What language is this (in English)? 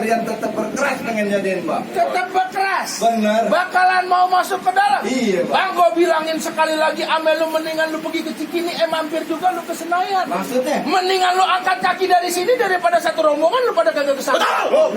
Betawi